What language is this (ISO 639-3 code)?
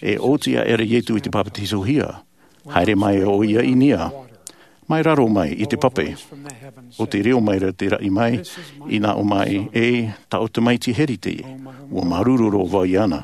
tah